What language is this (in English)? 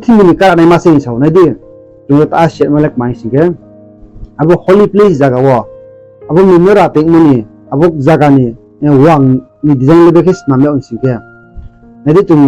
Riang (India)